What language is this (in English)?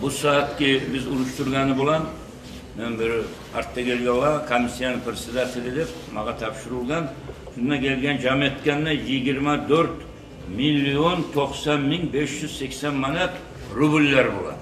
Kumyk